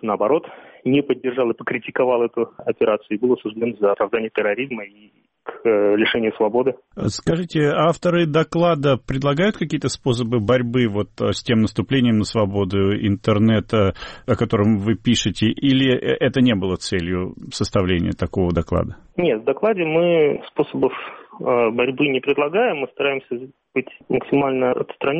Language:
Russian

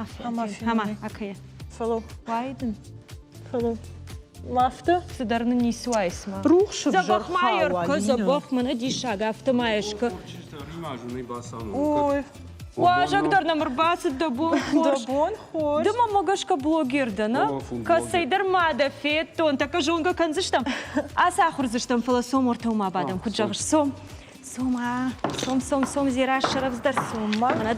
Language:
Ossetic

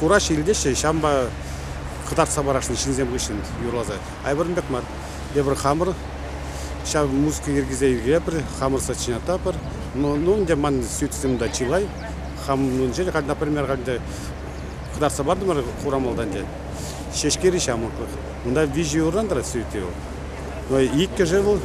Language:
Chuvash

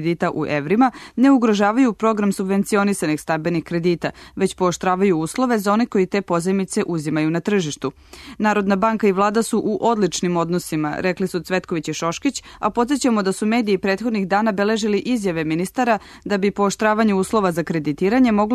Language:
Serbian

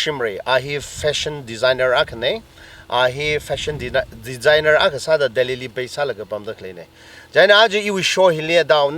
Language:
Tangkhul Naga (India)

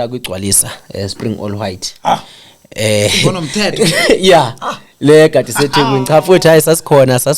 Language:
Zulu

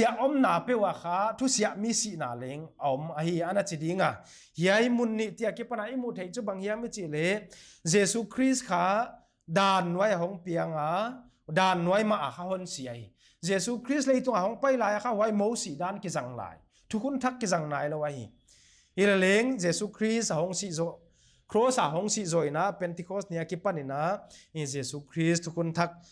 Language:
Paite Chin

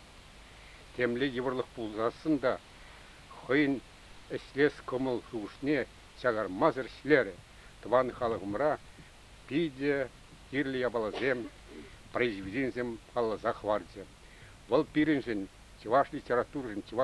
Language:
Chuvash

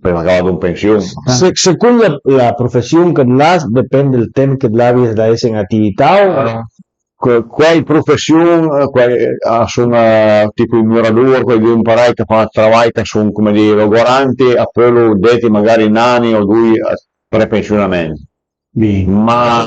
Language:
Piedmontese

